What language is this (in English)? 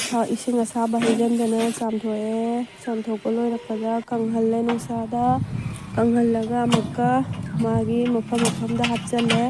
Manipuri